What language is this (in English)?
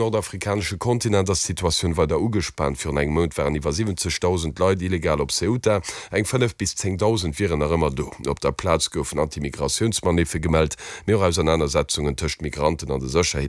Luxembourgish